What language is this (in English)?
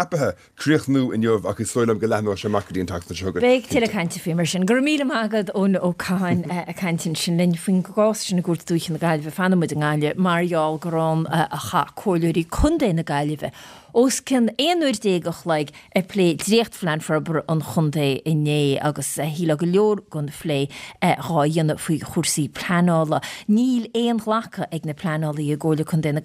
Irish